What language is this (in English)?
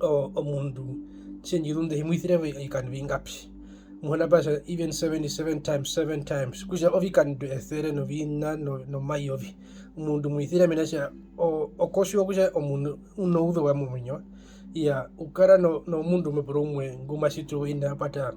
Herero